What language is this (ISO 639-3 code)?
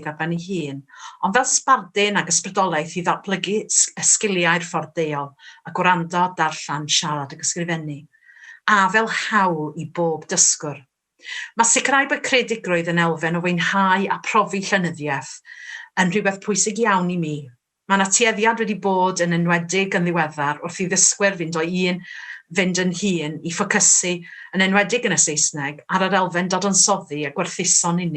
cym